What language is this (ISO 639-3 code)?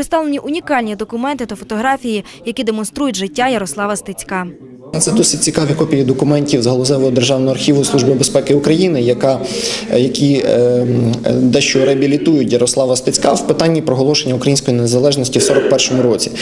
ukr